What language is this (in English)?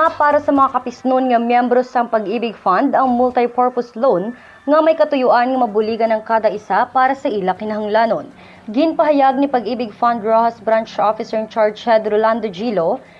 Hiligaynon